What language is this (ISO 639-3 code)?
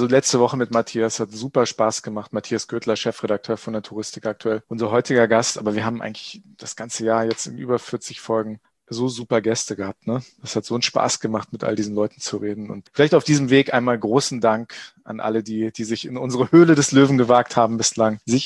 deu